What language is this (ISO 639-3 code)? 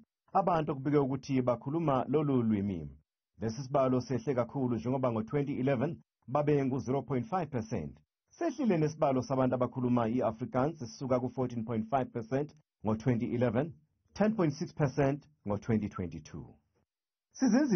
zul